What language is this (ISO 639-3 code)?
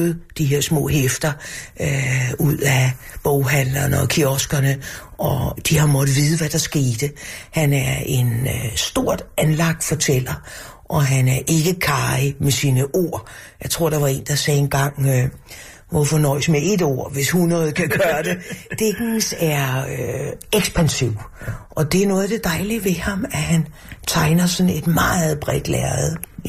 dan